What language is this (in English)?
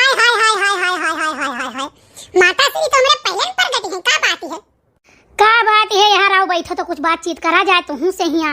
Awadhi